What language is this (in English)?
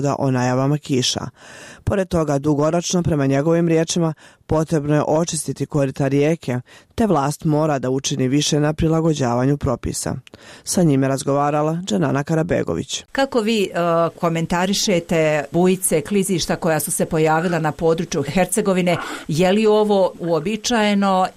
Bosnian